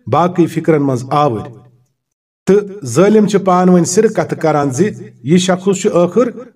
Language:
Kashmiri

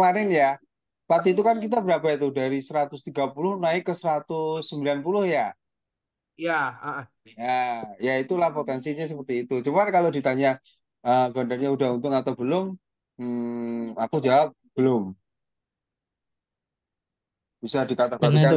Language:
Indonesian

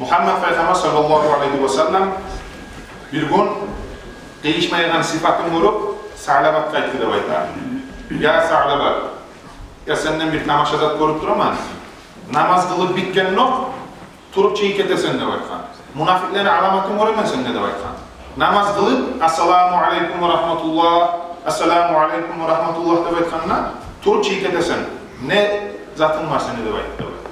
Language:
Kumyk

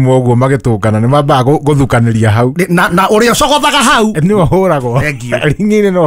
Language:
Kikuyu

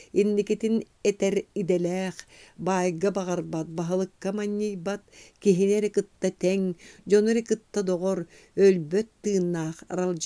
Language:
Yakut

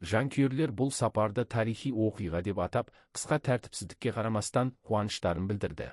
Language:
Kazakh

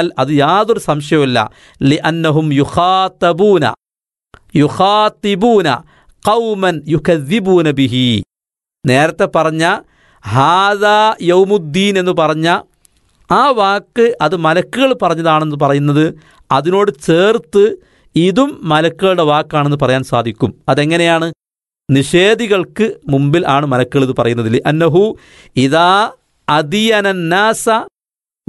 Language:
Malayalam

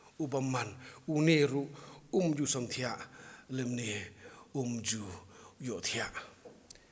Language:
Khasi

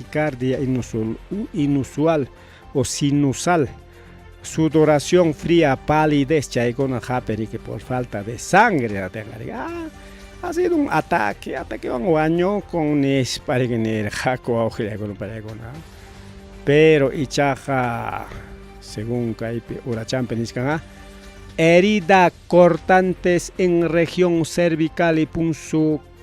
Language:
Ayacucho Quechua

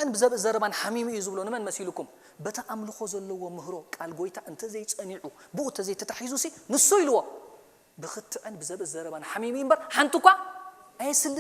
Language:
Tigrinya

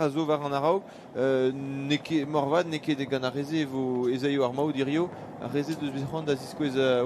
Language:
Breton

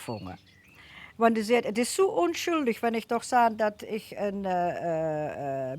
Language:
Limburgish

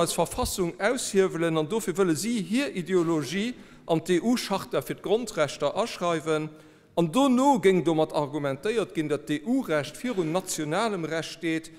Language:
Luxembourgish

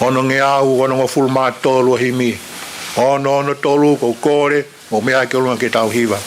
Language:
Tongan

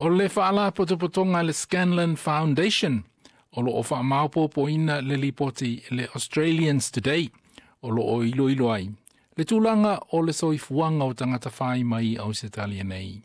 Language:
Samoan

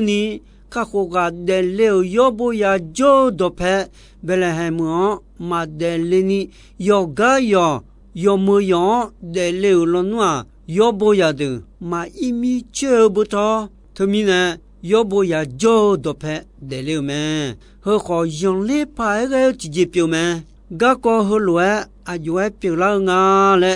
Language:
Akha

